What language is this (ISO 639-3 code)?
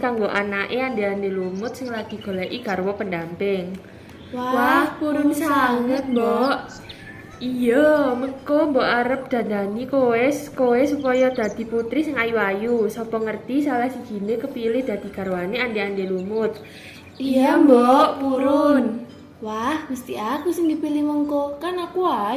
jav